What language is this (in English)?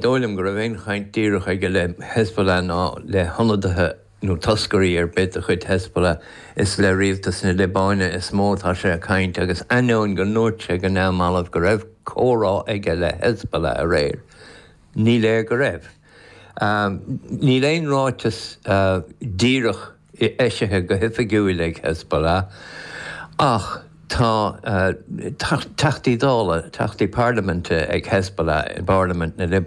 Irish